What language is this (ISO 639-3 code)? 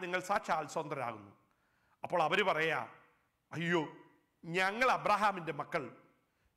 mal